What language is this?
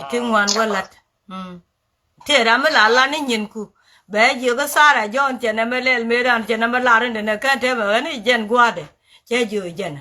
Nuer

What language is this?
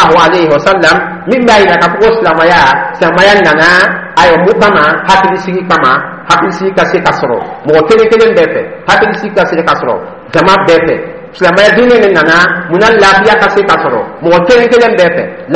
Dyula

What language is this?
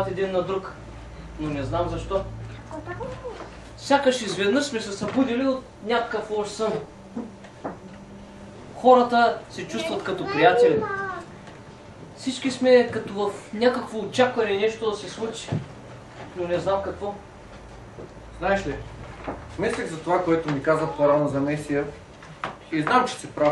Bulgarian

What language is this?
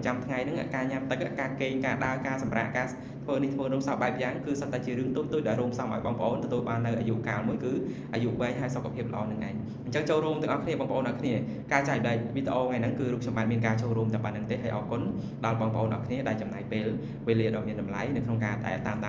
Khmer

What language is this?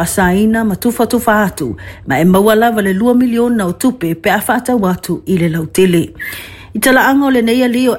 Samoan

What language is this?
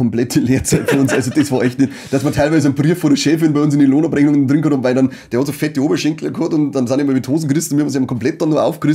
Bavarian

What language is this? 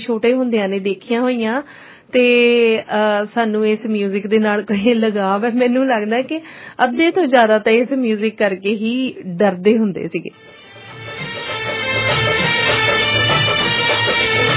Punjabi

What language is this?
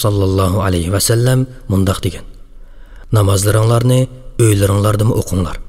Uyghur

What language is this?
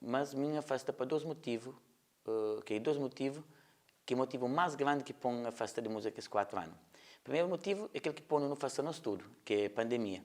Kabuverdianu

